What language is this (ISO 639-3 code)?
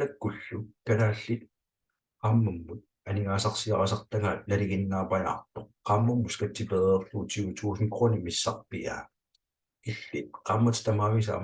kal